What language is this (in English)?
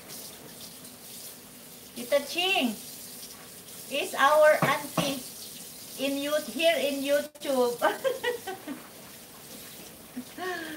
Filipino